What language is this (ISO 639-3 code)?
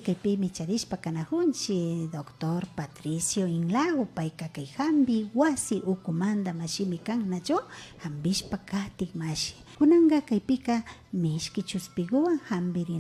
qvi